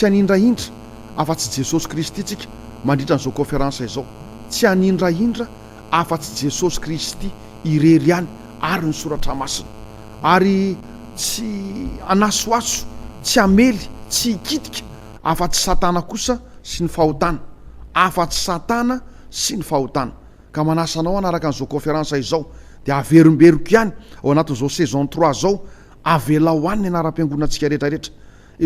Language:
Malagasy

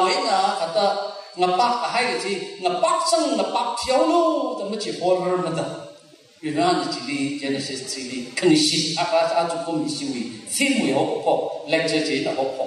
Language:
Tangkhul Naga (India)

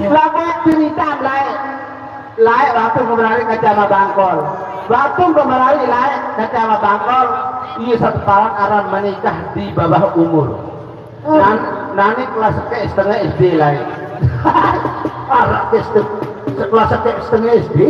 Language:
Sasak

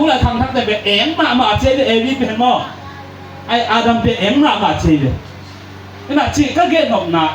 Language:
Tedim Chin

